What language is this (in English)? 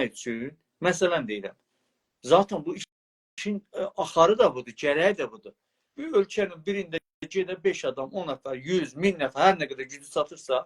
South Azerbaijani